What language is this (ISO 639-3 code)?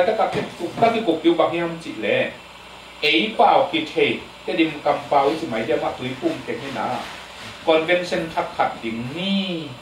ctd